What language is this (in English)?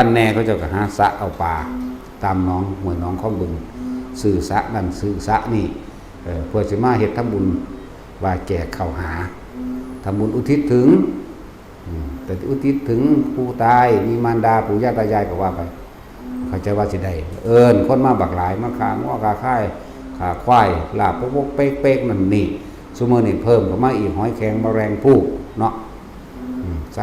Northeastern Thai